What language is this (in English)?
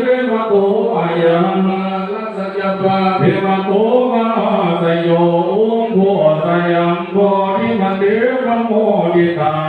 Pali